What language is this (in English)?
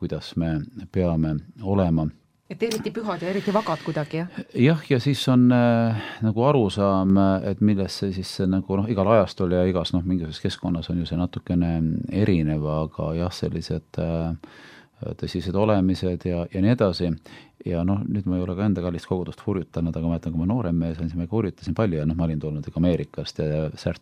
Estonian